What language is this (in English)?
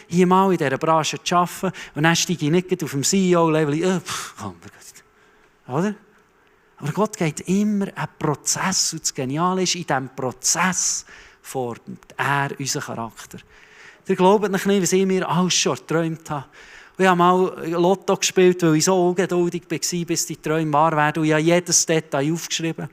Swiss German